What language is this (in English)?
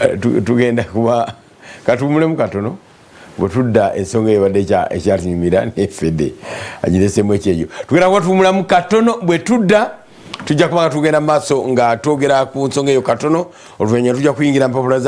Ganda